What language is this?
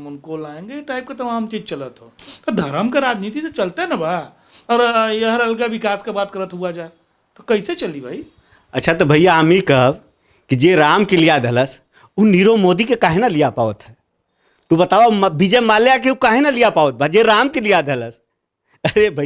Bhojpuri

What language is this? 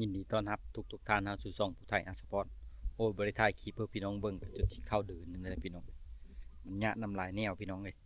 Lao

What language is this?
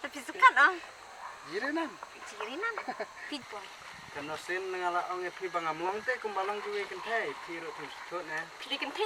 Khasi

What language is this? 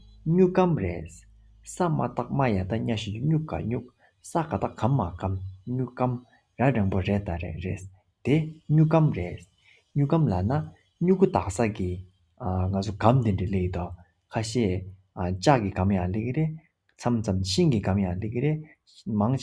Tibetan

